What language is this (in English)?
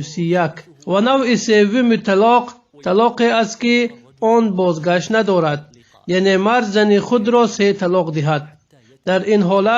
Tajik